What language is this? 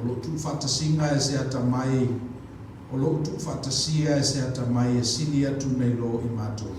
Samoan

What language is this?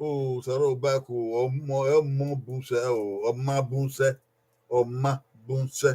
Bini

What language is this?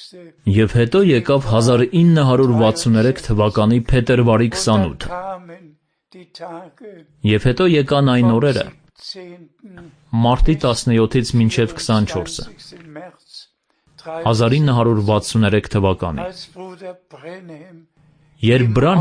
Armenian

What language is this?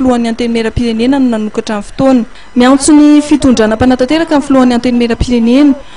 Malagasy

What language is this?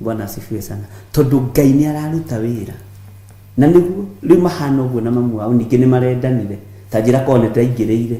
Kikuyu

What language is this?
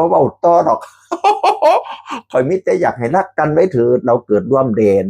Northeastern Thai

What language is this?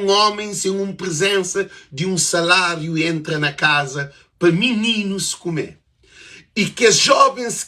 Kabuverdianu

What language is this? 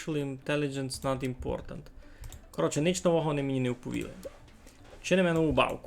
Rusyn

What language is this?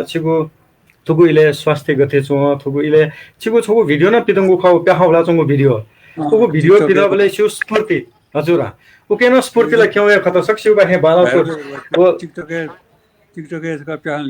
Newari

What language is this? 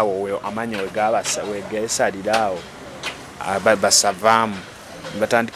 Ganda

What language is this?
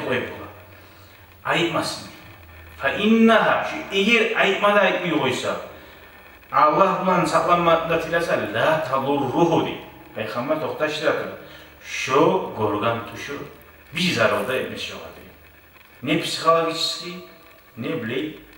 Kumyk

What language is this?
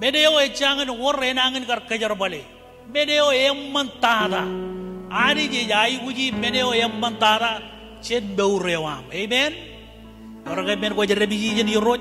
Marshallese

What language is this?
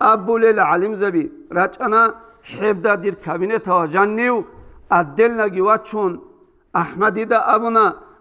Avaric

